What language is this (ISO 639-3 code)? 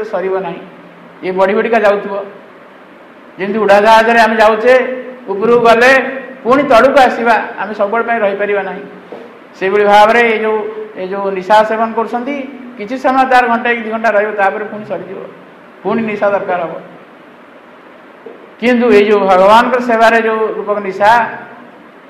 ori